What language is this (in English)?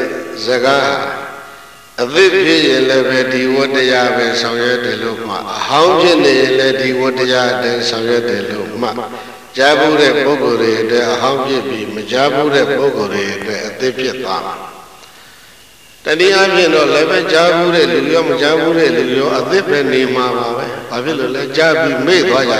Burmese